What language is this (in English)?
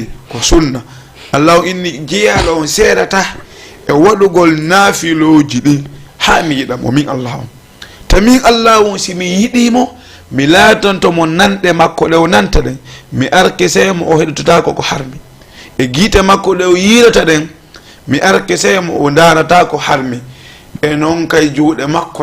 Fula